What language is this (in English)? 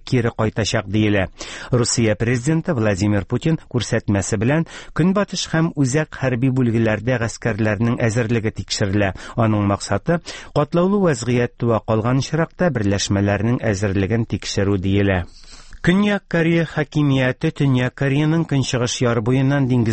Tatar